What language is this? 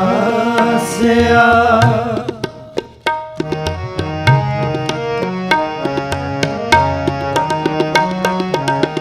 Punjabi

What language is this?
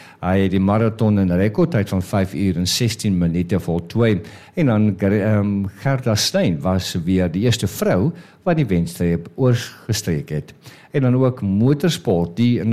Afrikaans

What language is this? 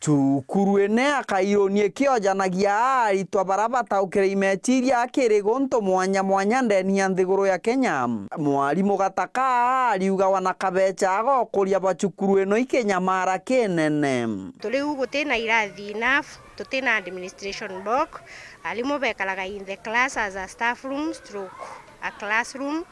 Meru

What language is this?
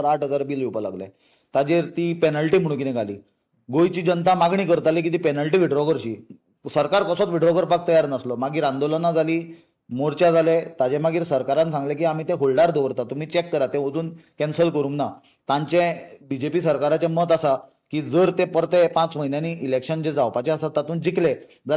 Konkani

